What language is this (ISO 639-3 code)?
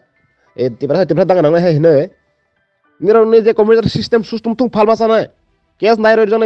ria